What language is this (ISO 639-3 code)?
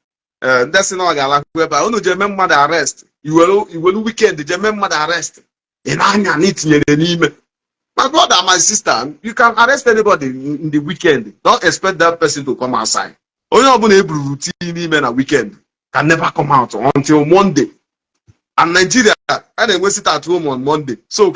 ibo